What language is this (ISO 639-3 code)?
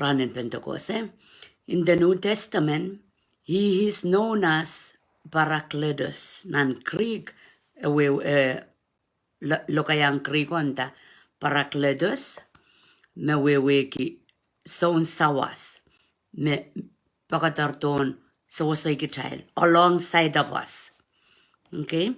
pon